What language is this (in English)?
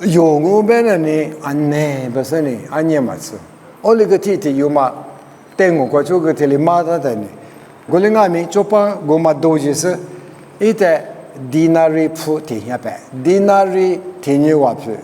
Lisu